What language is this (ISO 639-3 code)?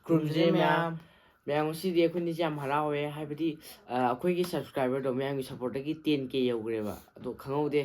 mni